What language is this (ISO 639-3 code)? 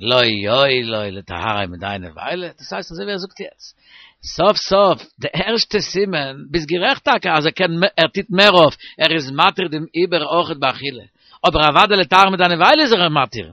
yid